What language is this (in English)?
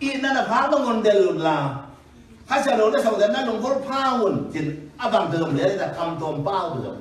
Tedim Chin